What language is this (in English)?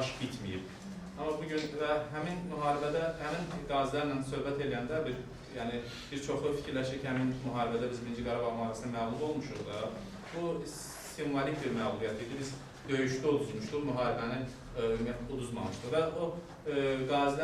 Azerbaijani